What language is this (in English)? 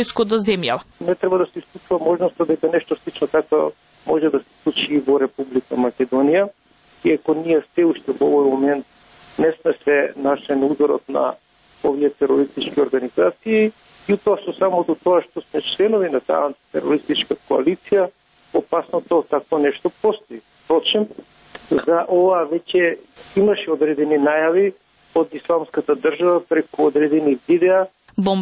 Macedonian